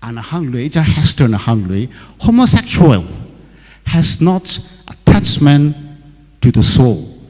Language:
Tangkhul Naga (India)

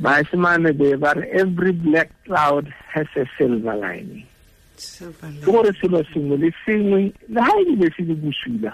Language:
Tswana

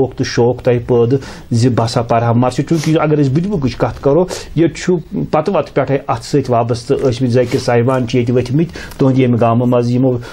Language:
Kashmiri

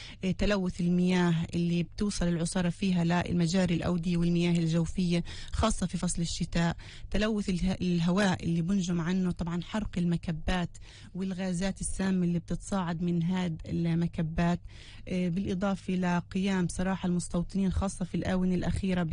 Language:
North Levantine Arabic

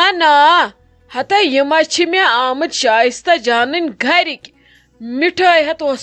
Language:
Kashmiri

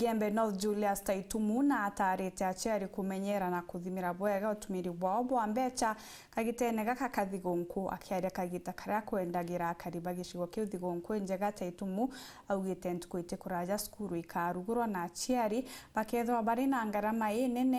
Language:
Meru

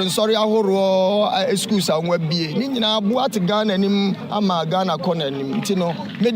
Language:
Akan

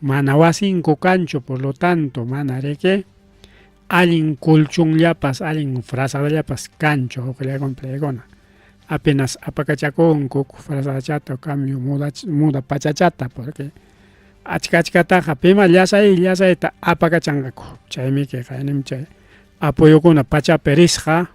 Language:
Ayacucho Quechua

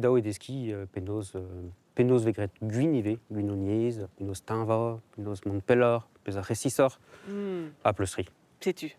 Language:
Breton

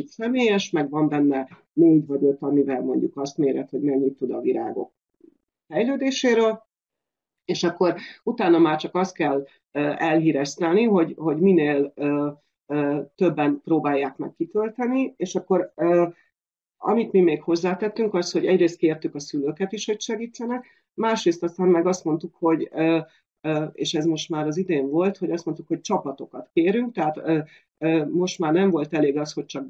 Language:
Hungarian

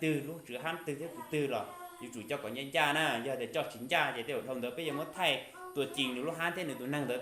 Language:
Hmong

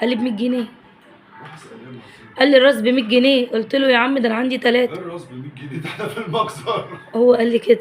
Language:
Egyptian Arabic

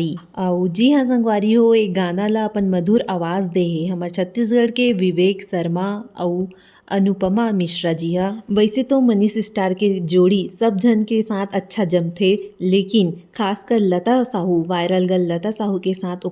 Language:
Chhattisgarhi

